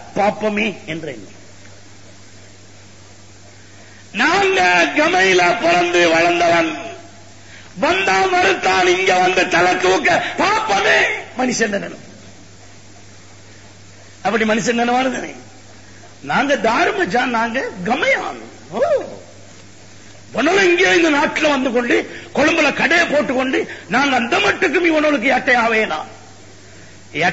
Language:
Tamil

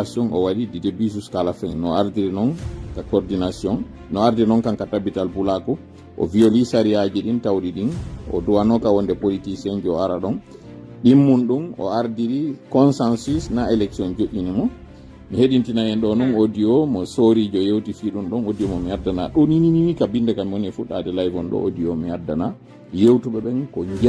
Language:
Fula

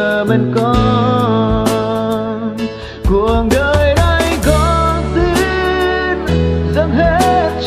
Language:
Vietnamese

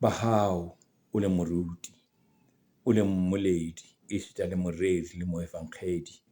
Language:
Southern Sotho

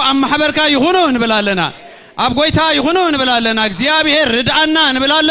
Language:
Tigrinya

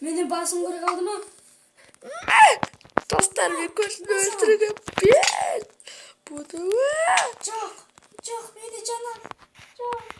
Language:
Kazakh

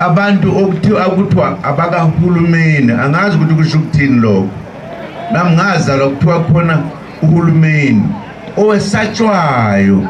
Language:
Zulu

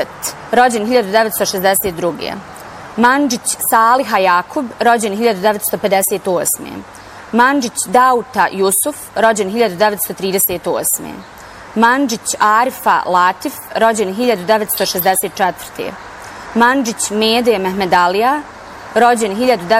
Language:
Bosnian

